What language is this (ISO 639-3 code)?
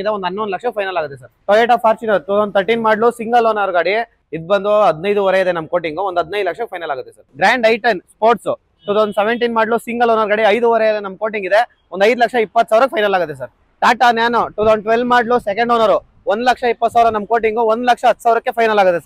kan